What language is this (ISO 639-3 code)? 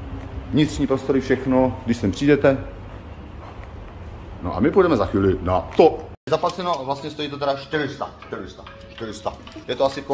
ces